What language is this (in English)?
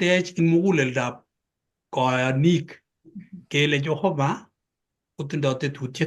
Kalenjin